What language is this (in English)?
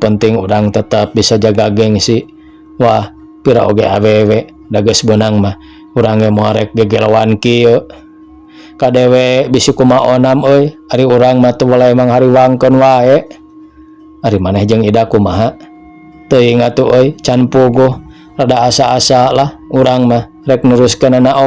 Sundanese